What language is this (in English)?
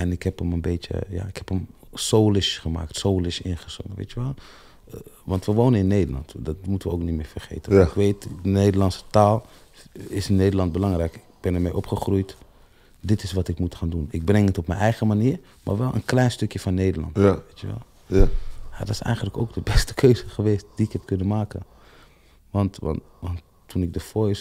Dutch